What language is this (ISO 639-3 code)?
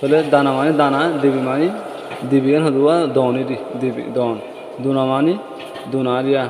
rhg